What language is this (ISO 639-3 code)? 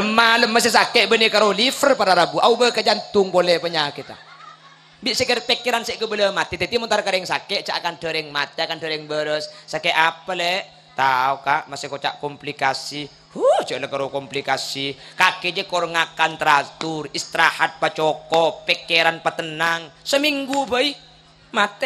mad